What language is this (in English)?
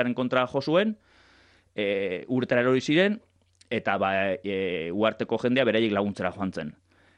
Basque